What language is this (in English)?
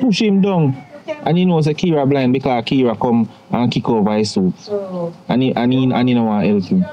Jamaican Creole English